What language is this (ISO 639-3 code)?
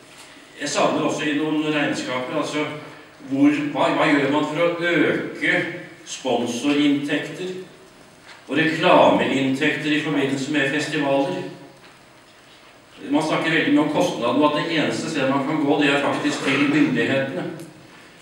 nor